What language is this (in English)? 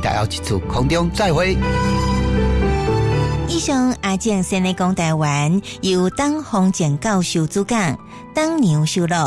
Min Nan Chinese